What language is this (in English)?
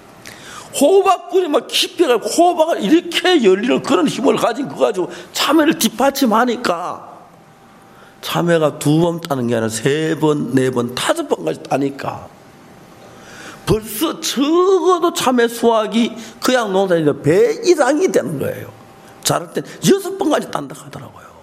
Korean